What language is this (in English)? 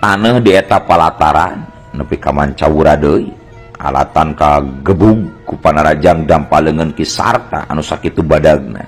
Sundanese